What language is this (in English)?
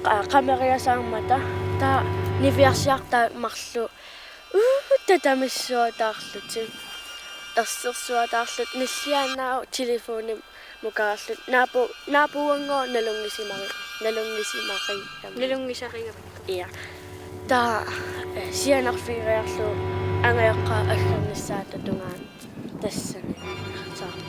Kalaallisut